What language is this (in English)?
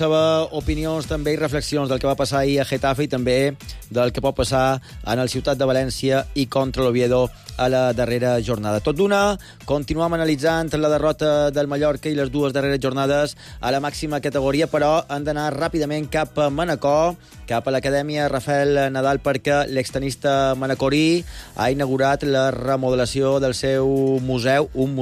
Catalan